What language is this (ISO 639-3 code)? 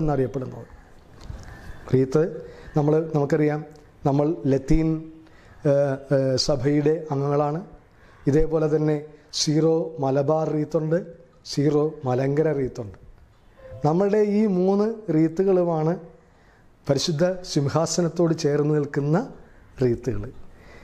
mal